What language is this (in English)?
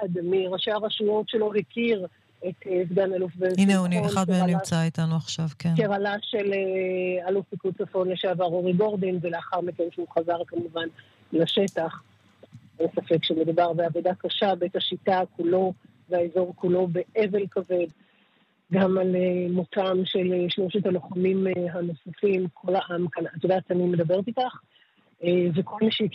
Hebrew